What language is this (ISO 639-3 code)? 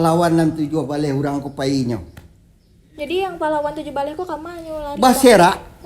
min